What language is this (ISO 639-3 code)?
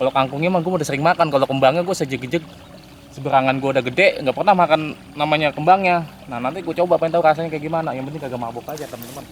bew